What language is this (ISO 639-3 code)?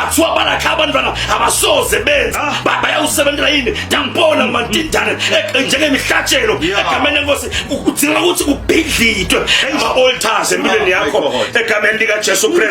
zul